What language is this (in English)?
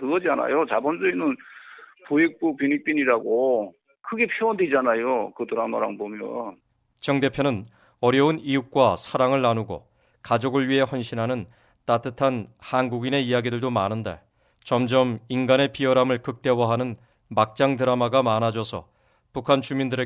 Korean